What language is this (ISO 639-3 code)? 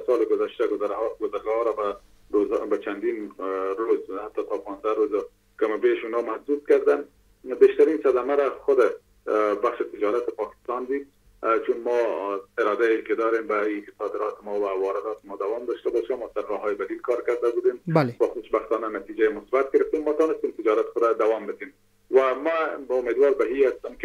fas